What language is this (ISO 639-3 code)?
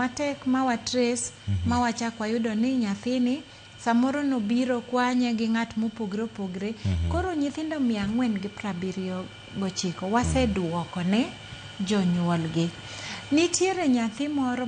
luo